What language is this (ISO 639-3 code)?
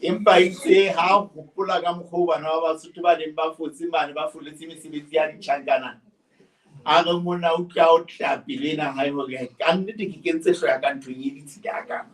sot